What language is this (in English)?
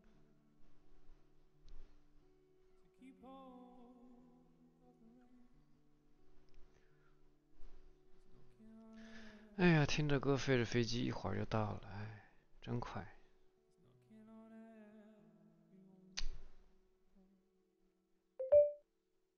Chinese